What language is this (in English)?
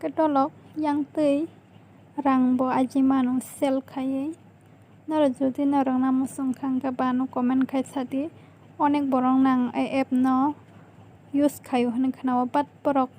Kok Borok